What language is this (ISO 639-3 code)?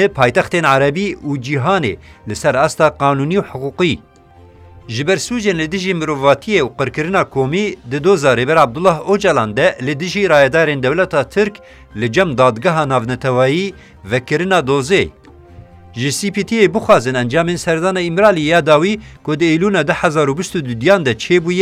kur